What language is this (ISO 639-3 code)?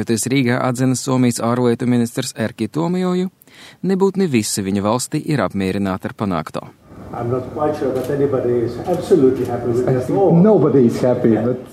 lav